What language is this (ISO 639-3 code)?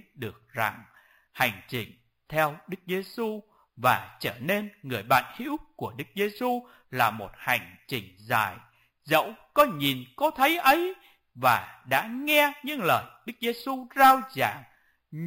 vie